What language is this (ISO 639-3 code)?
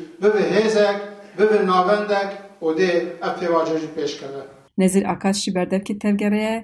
kur